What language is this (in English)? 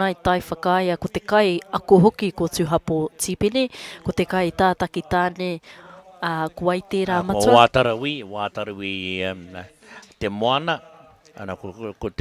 Māori